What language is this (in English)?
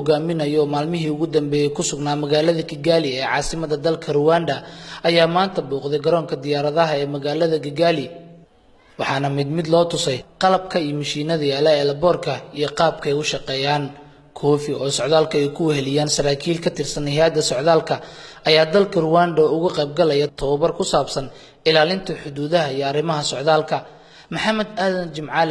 Somali